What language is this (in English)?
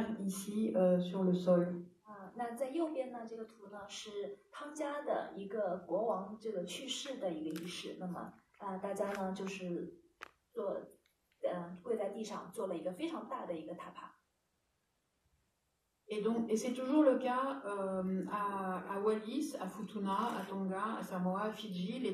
French